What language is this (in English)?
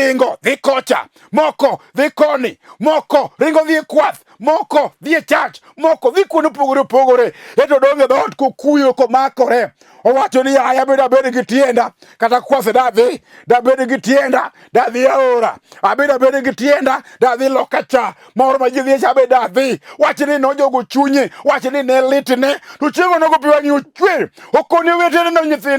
Luo (Kenya and Tanzania)